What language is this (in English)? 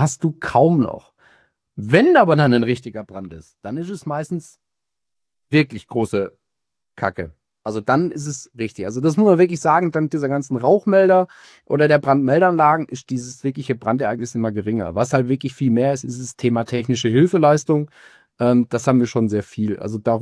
German